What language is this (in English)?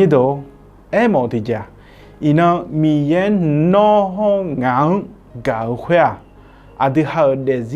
Akha